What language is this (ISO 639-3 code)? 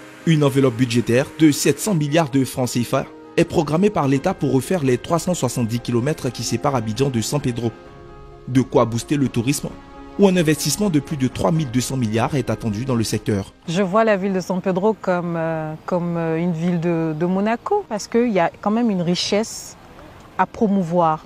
fra